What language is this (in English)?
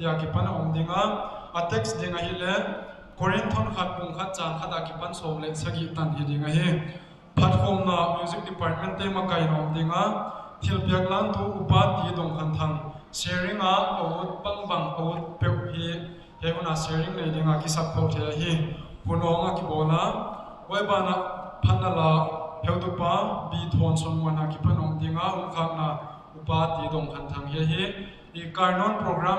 Paite Chin